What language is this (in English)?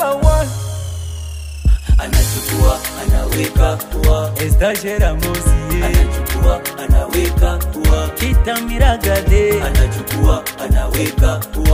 Swahili